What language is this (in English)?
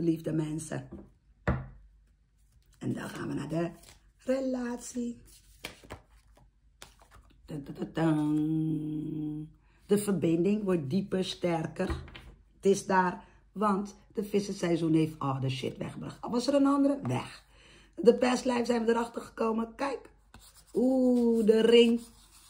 Dutch